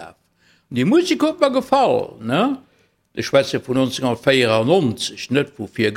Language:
Luxembourgish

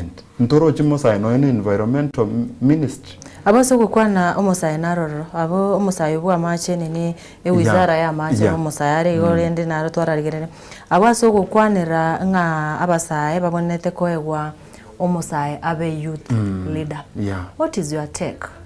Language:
Gusii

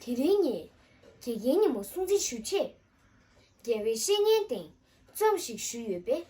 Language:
Tibetan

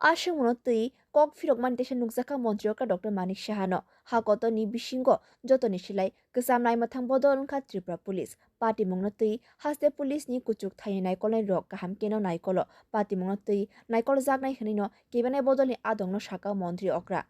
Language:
Kok Borok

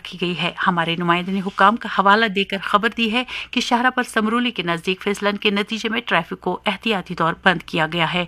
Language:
Urdu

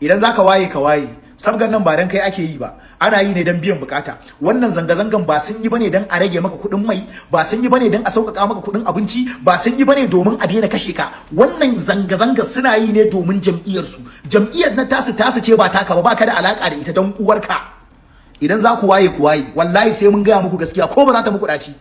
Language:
Hausa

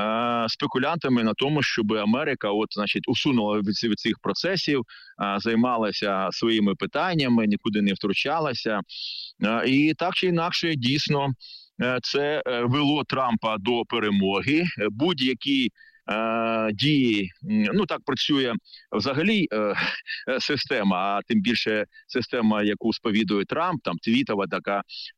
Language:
Ukrainian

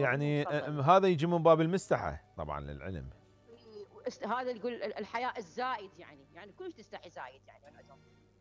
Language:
Mesopotamian Arabic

